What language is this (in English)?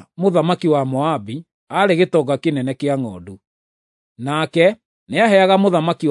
Kikuyu